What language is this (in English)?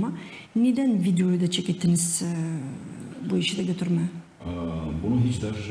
Gagauz